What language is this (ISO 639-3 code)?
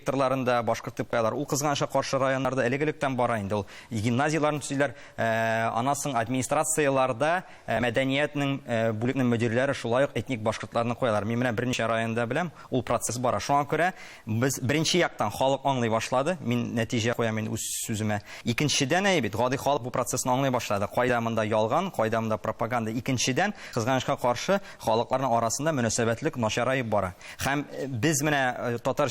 tat